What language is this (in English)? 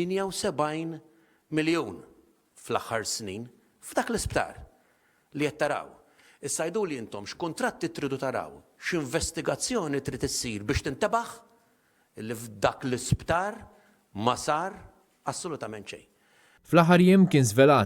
Maltese